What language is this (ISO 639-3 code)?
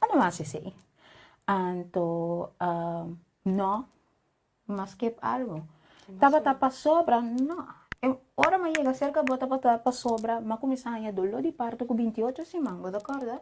pap